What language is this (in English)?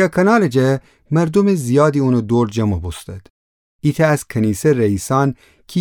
Gilaki